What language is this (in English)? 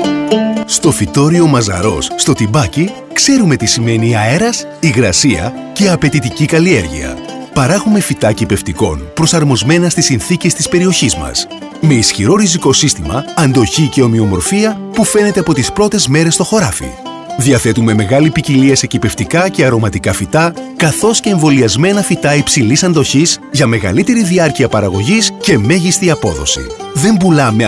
Greek